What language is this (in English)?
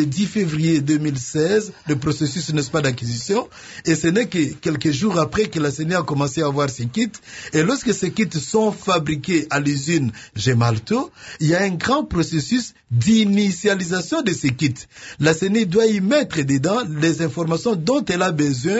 French